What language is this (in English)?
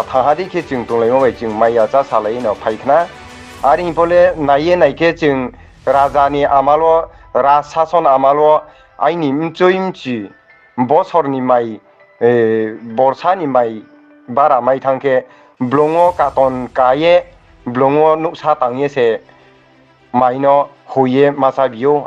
Riang (India)